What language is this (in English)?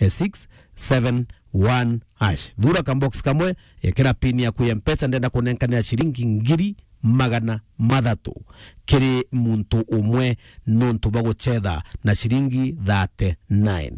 Meru